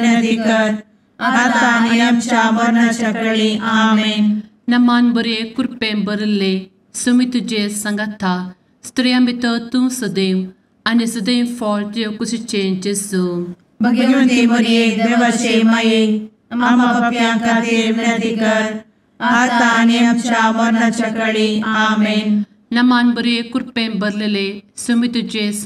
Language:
Konkani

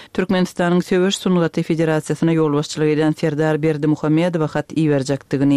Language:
Turkmen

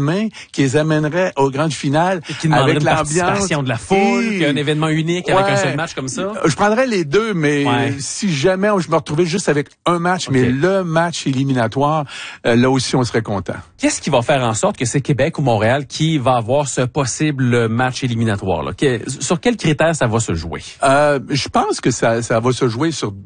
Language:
French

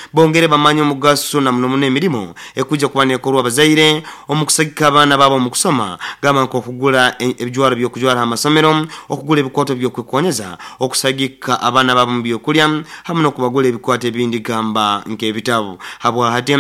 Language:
Nyoro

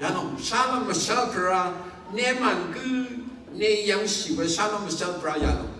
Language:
Rawang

